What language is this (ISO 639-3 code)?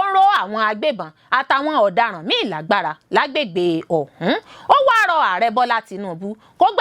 yor